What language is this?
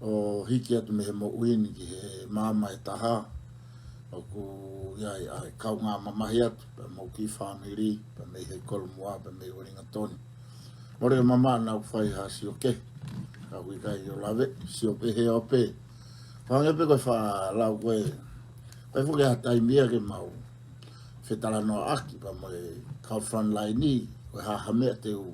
Tongan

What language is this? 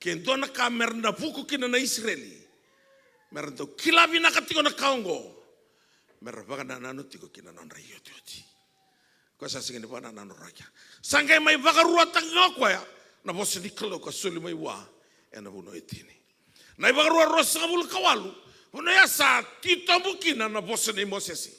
Fijian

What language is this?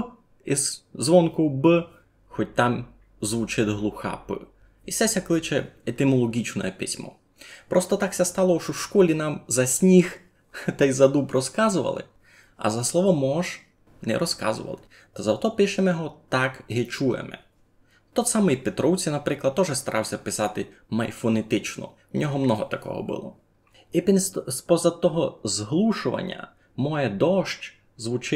Rusyn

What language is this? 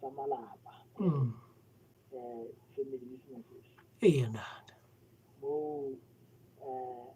Southern Sotho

